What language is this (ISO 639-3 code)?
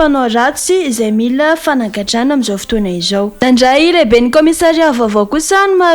mlg